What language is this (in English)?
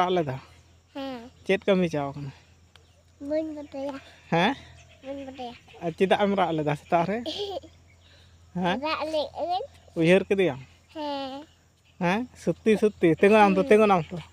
Santali